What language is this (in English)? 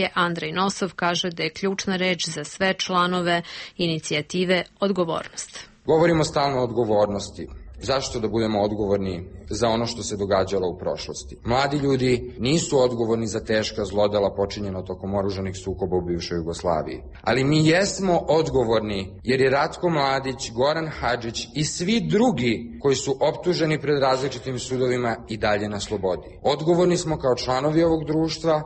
Serbian